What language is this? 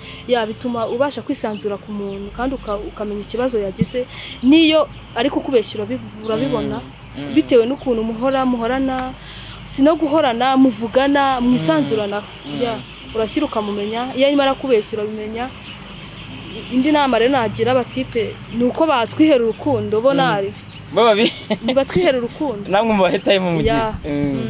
Kinyarwanda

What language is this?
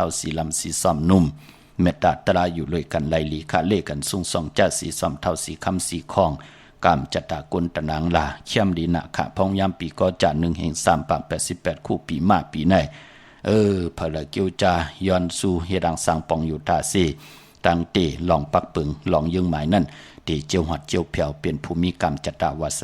Shan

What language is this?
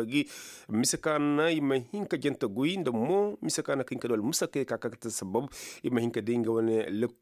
Koyraboro Senni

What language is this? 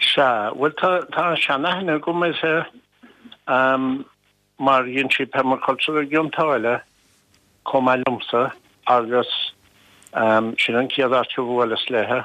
Irish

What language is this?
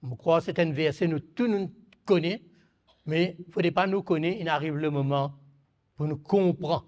Morisyen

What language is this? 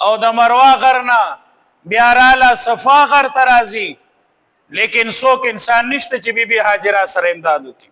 Pashto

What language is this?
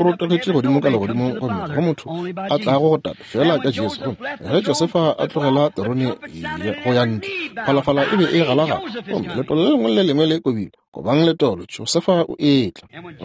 Northern Sotho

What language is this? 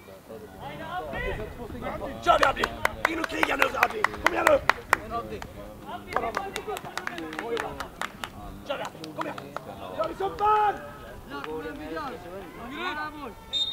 Swedish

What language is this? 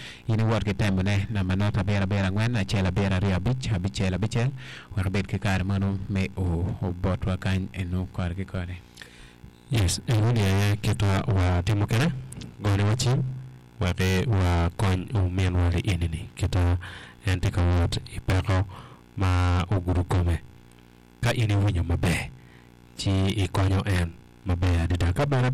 Acoli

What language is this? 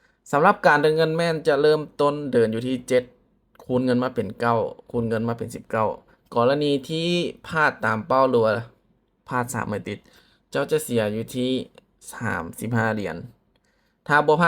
Lao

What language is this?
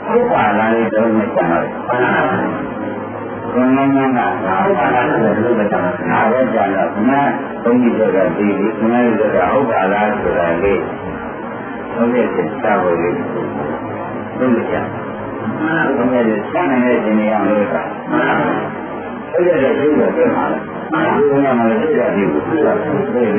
Burmese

